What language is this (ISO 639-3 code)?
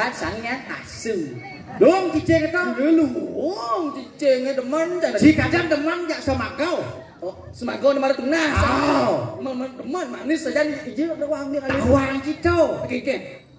ban